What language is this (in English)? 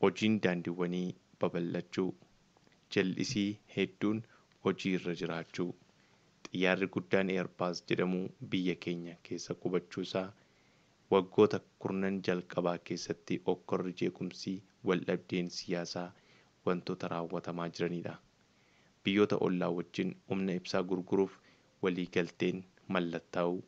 Oromo